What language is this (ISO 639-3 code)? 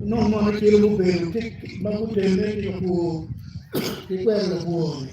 ach